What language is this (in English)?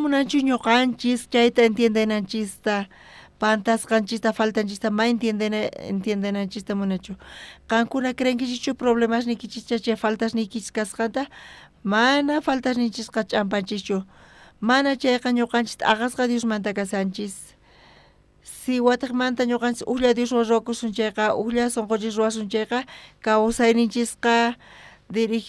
South Bolivian Quechua